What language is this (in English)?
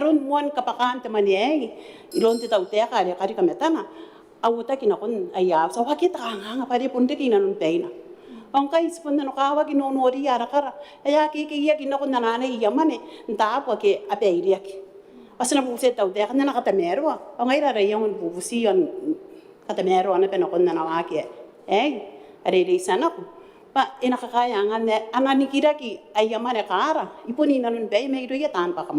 Gilbertese